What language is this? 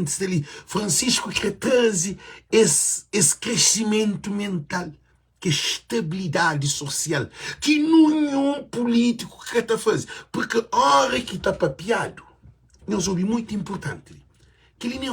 Kabuverdianu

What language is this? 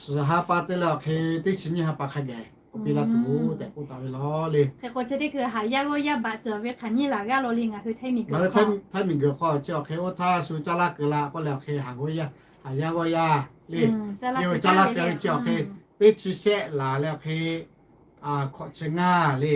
Lahu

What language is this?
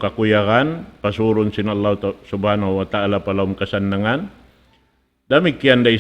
Tausug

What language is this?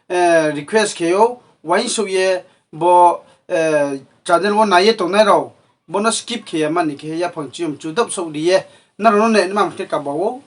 Riang (India)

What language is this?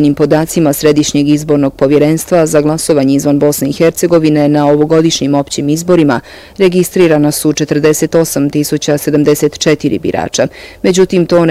Bosnian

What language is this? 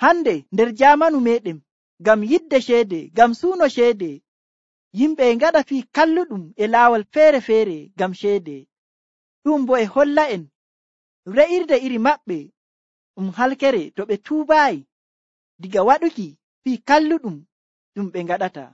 Nigerian Fulfulde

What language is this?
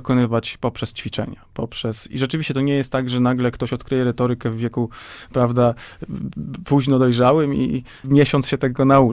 Polish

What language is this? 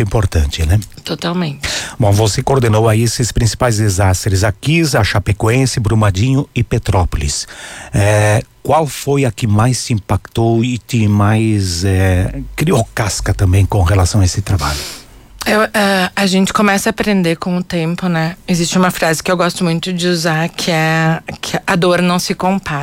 Portuguese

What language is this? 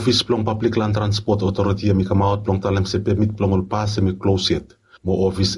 Bislama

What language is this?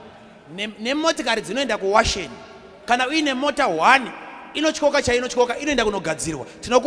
Shona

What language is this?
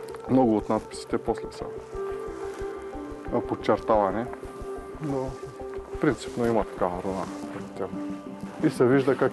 Bulgarian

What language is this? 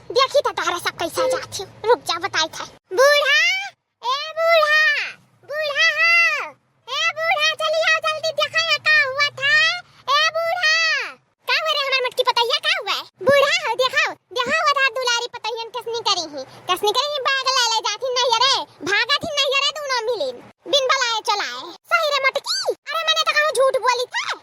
Awadhi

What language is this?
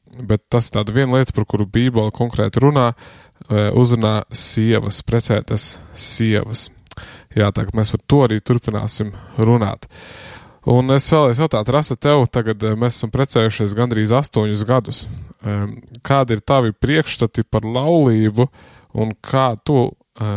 Latvian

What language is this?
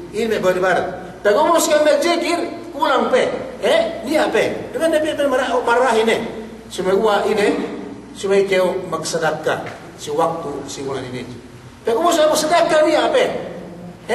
Yakan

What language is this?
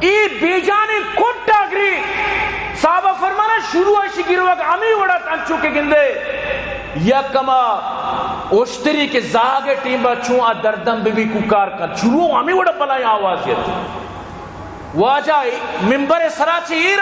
Eastern Balochi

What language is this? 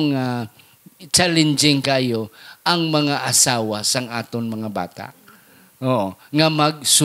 Hiligaynon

